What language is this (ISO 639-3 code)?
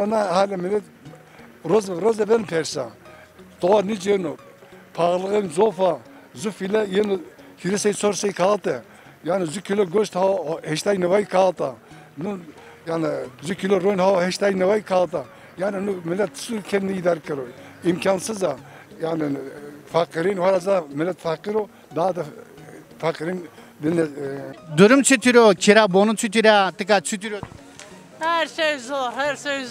zza